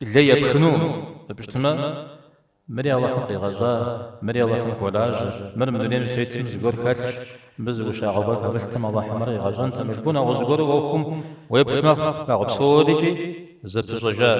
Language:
Kabardian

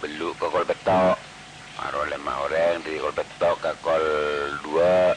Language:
Madurese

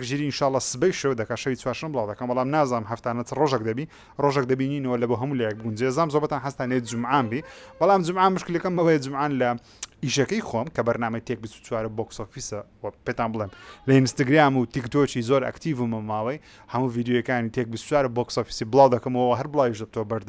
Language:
Central Kurdish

